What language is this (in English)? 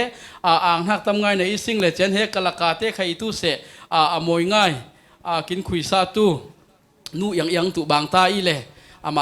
Falam Chin